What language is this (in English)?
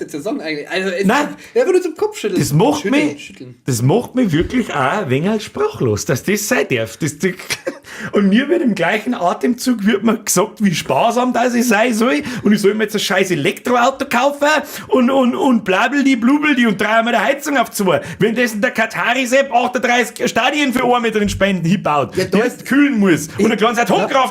Bavarian